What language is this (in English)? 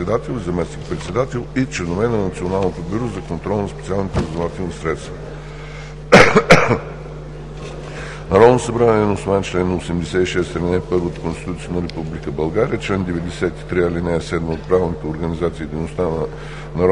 Bulgarian